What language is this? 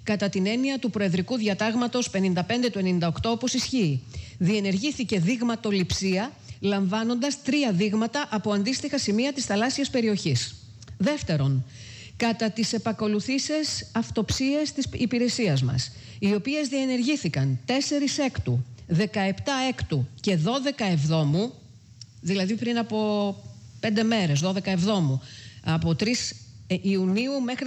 Greek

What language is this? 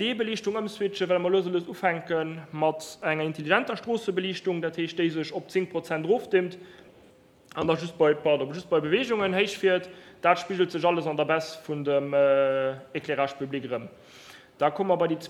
Luxembourgish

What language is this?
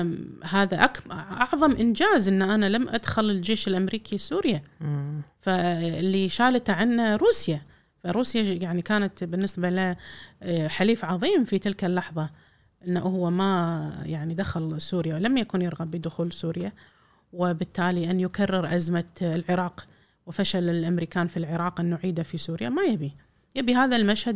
Gulf Arabic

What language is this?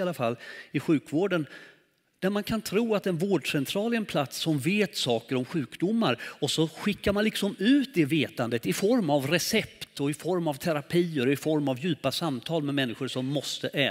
Swedish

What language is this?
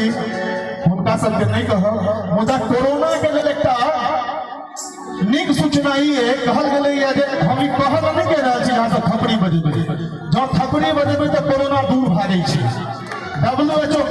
Maithili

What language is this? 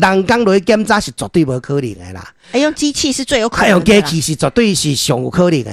Min Nan Chinese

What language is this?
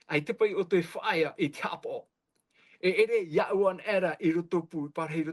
Tahitian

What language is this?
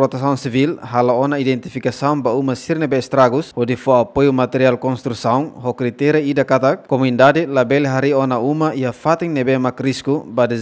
Tetum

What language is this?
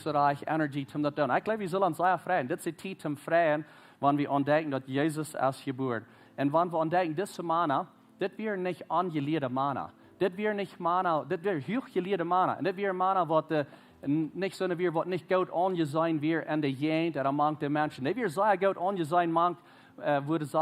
Plautdietsch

